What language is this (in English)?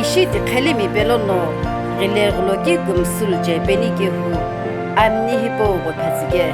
Sumi Naga